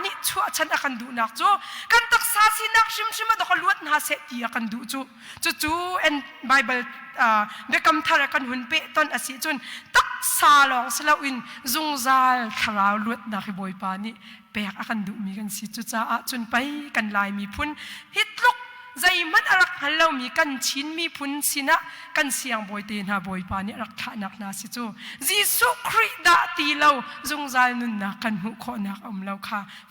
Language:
Hakha Chin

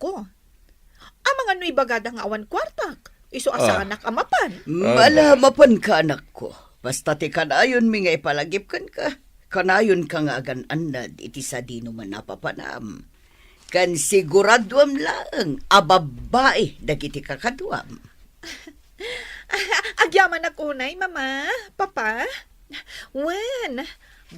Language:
Iloko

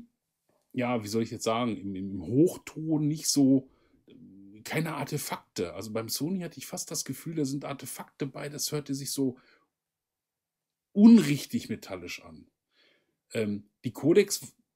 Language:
German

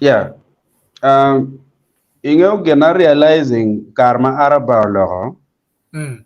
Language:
Acoli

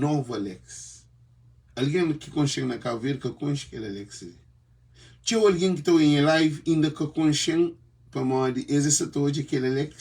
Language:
Kabuverdianu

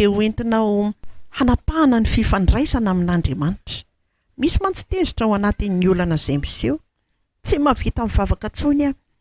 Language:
Malagasy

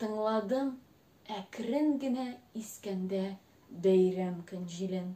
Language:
Tatar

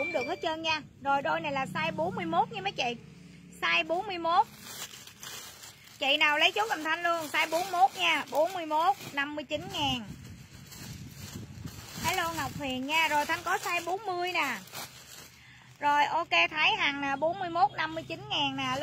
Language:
Vietnamese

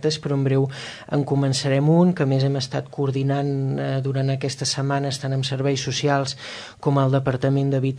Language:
Catalan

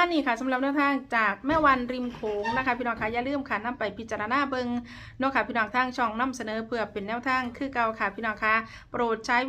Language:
Northeastern Thai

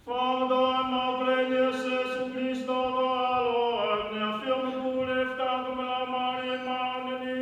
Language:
Tongan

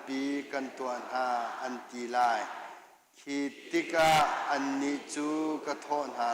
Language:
Hakha Chin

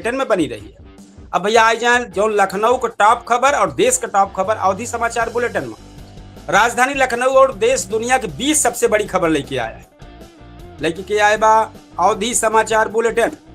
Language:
Awadhi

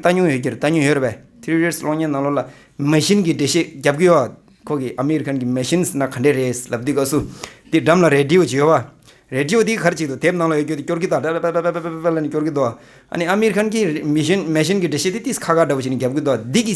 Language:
Tibetan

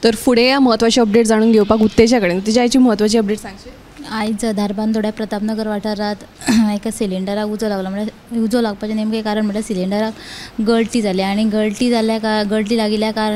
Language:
Konkani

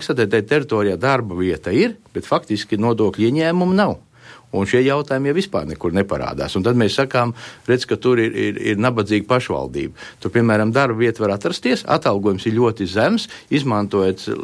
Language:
Latvian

